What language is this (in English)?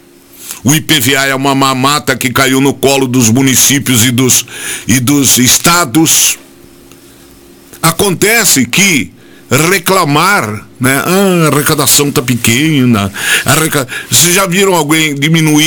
Portuguese